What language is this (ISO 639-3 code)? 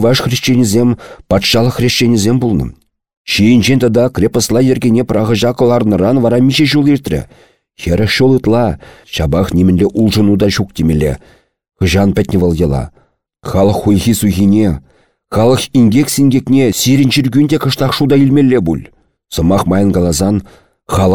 chv